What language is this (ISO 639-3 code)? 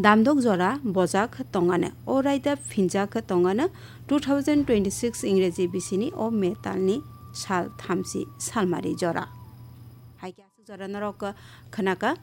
trp